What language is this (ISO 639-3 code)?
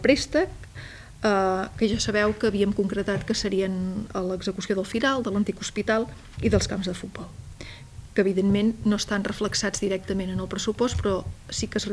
cat